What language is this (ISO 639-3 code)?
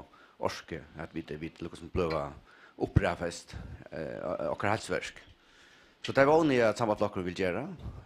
fao